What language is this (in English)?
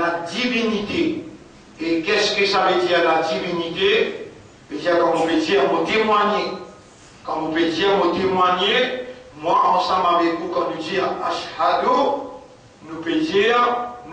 Morisyen